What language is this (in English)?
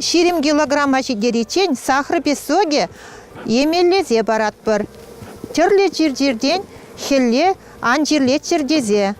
Chuvash